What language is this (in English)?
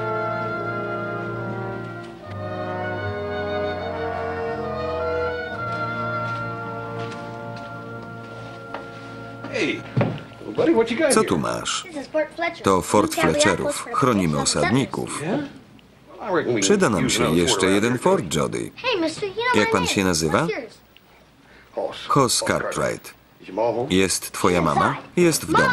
Polish